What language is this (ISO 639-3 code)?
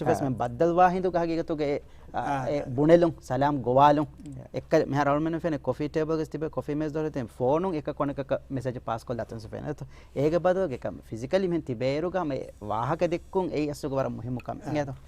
div